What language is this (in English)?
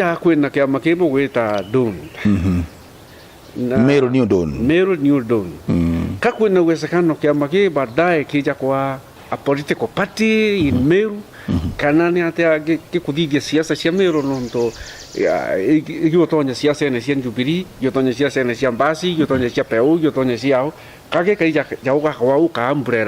Meru